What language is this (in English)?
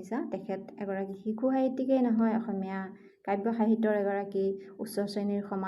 Assamese